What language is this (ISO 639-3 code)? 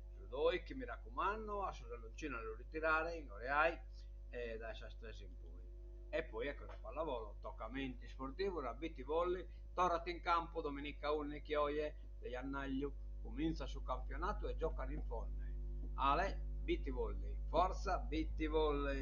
srd